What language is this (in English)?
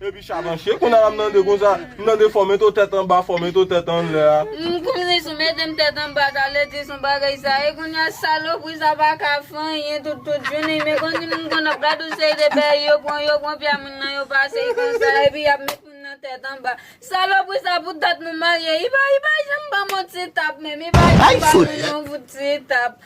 Haitian Creole